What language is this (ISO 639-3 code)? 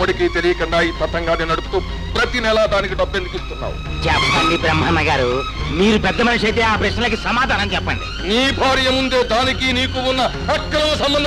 tel